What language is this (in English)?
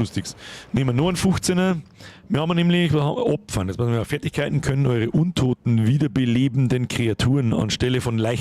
Bavarian